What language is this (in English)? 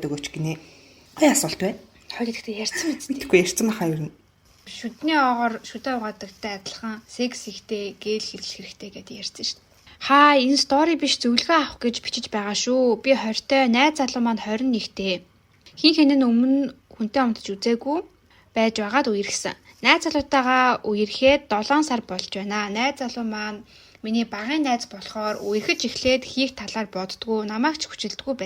Mongolian